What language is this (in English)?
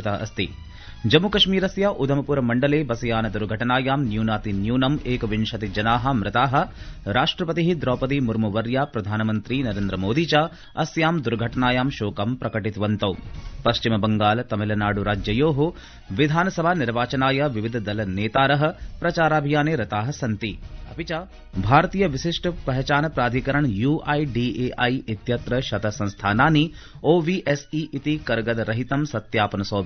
Sanskrit